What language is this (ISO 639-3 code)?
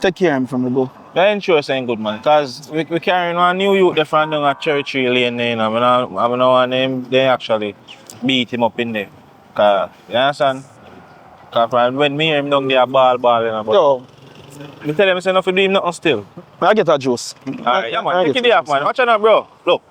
jam